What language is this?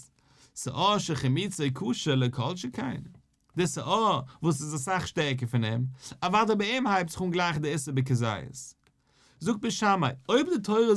Yiddish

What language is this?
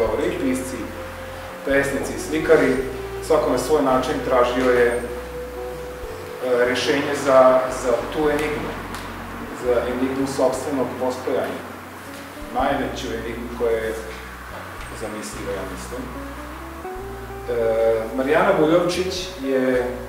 Serbian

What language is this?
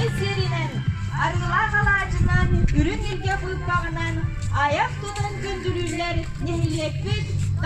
Yakut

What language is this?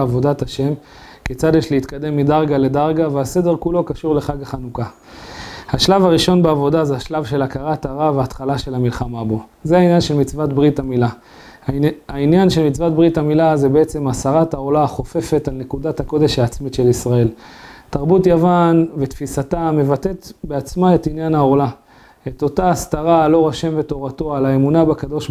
Hebrew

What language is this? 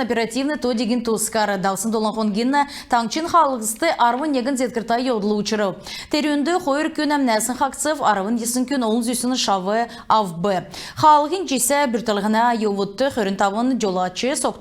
Kalmyk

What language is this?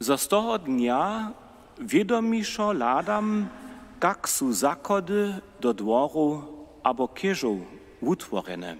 Upper Sorbian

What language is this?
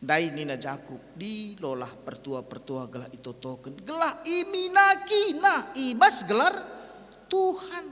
Batak Karo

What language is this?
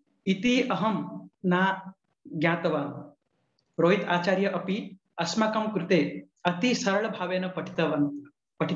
Sanskrit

